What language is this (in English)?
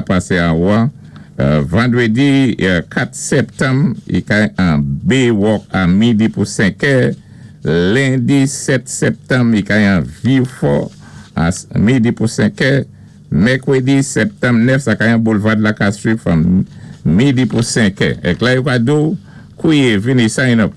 Saint Lucian Creole French